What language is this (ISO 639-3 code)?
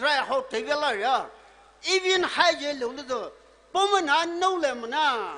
pmx